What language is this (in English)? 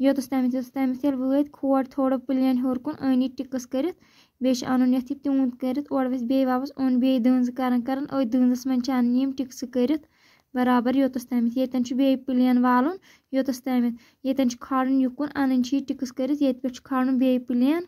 Kashmiri